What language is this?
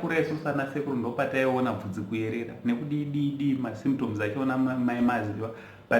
Shona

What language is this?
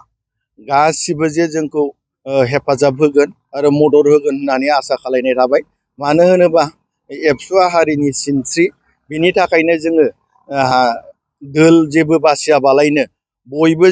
Bodo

